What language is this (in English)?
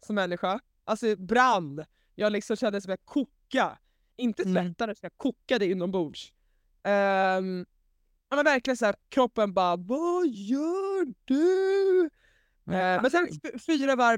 Swedish